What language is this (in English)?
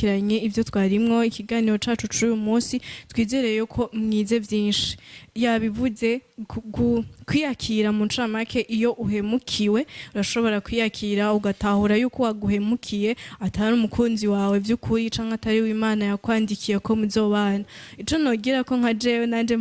Rundi